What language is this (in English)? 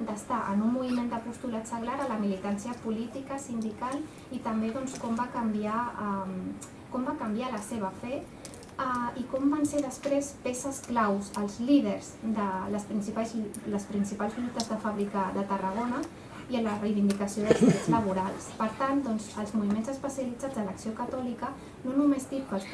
Catalan